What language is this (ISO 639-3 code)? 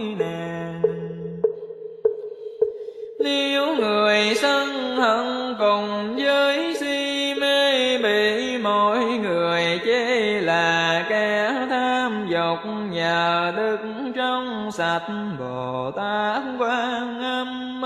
vie